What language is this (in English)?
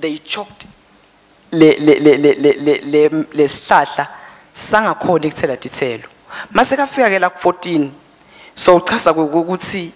Swati